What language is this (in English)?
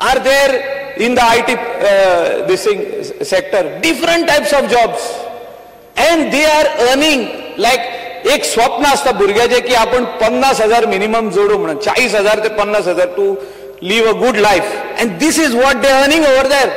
Konkani